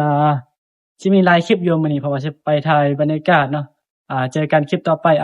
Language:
Northeastern Thai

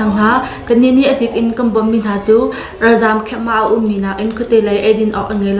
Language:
Hakha Chin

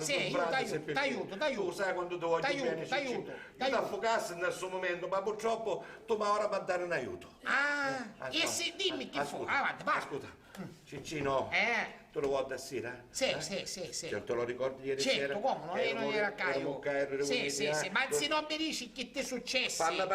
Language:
Sicilian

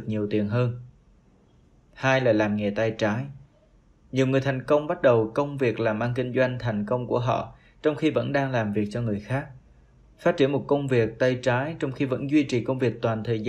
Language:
Vietnamese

